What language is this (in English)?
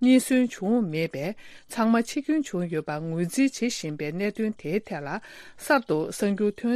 Tibetan